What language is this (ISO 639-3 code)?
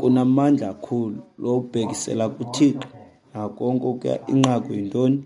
xho